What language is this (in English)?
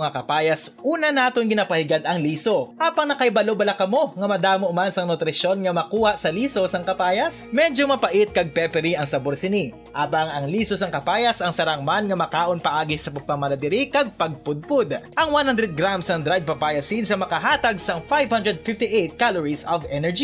Hiligaynon